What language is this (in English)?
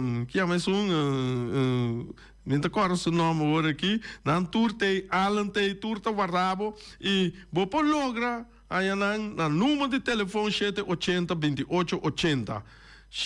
Papiamento